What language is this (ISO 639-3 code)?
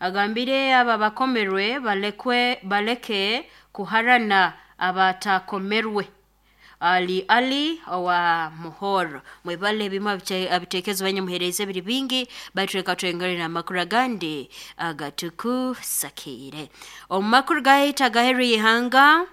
nyo